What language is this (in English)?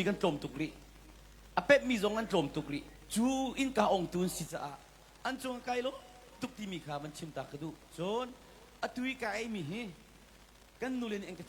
Hakha Chin